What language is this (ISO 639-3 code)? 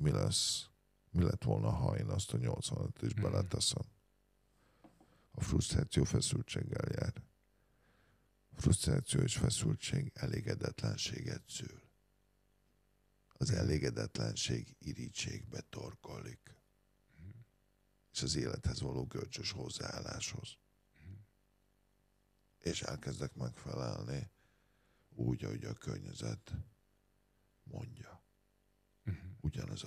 hun